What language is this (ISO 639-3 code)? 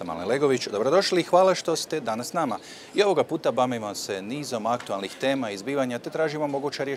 hrv